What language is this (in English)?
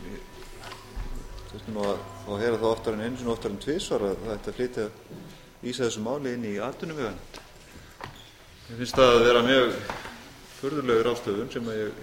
Icelandic